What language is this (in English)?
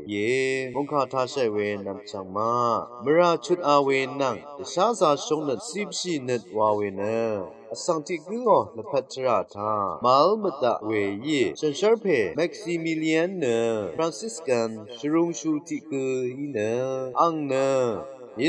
Rawang